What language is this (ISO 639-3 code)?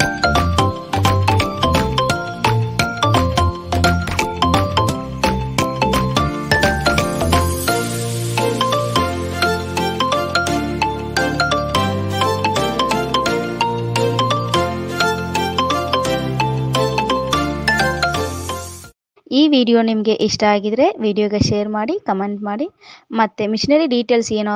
kan